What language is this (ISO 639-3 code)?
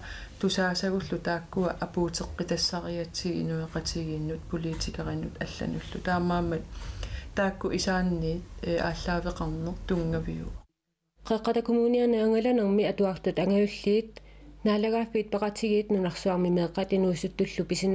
kal